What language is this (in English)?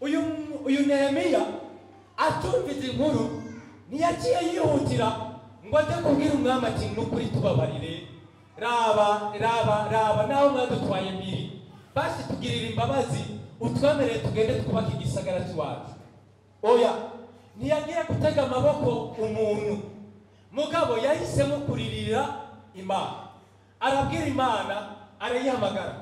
Rundi